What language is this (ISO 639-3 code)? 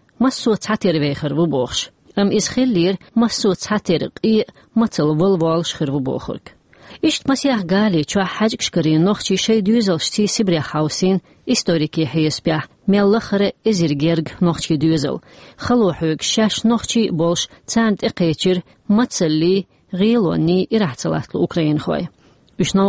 che